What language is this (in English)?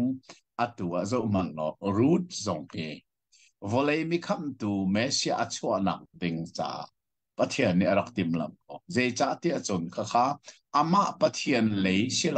Hakha Chin